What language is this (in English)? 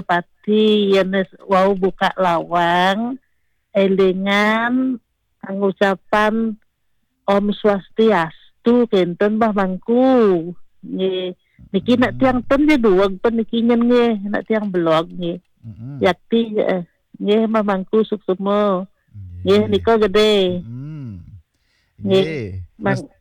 Balinese